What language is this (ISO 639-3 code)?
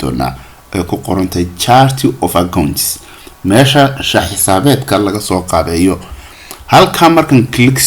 som